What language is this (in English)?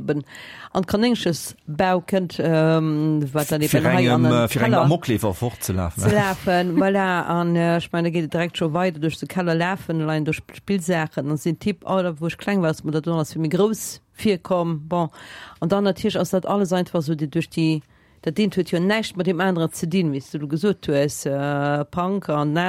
Luxembourgish